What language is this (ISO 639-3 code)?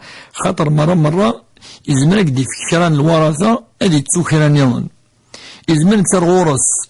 kab